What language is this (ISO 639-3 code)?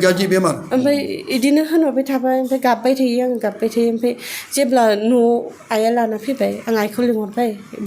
brx